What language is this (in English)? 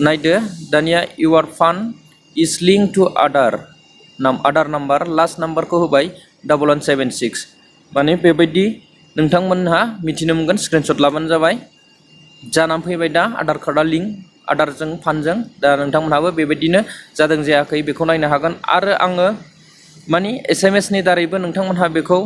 Bodo